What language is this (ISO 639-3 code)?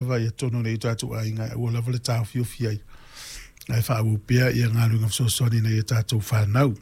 smo